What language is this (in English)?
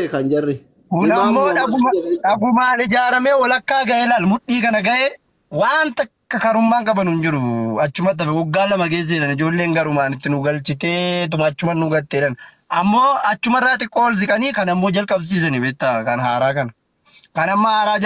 Oromo